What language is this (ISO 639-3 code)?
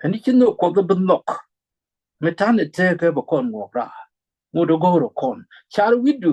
nus